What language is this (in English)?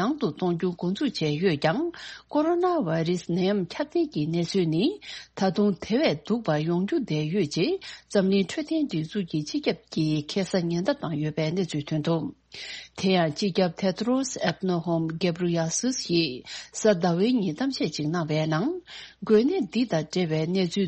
Tibetan